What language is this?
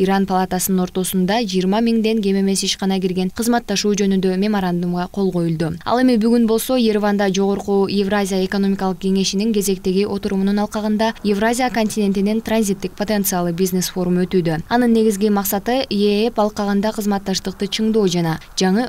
Kyrgyz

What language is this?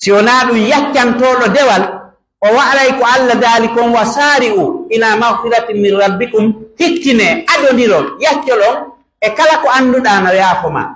Pular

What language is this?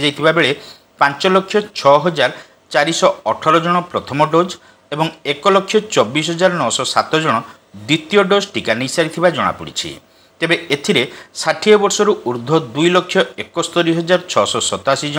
Odia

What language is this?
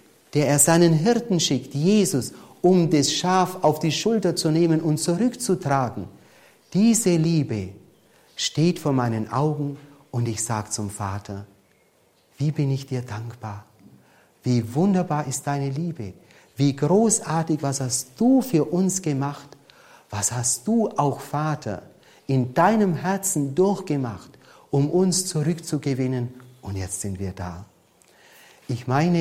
German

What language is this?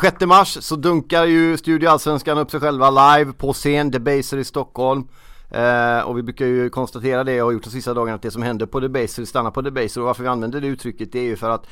Swedish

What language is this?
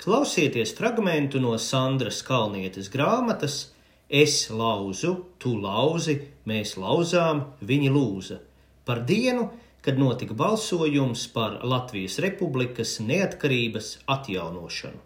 Latvian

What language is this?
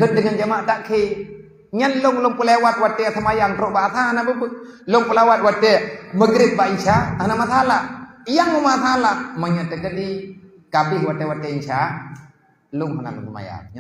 Achinese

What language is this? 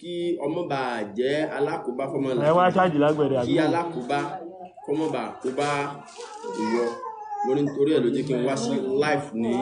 Yoruba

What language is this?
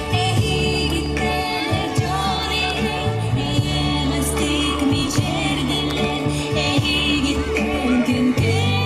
Yakut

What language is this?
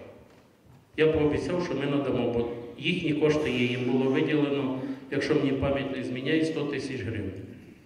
Ukrainian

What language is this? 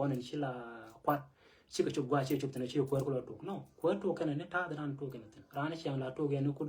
Nuer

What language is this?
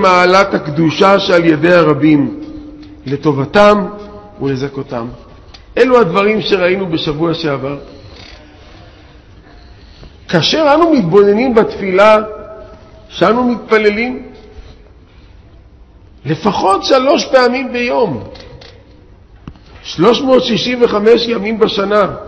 Hebrew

